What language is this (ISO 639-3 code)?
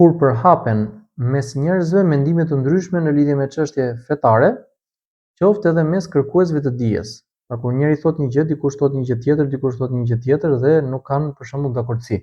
sqi